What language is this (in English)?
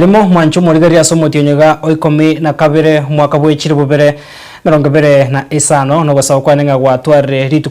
Gusii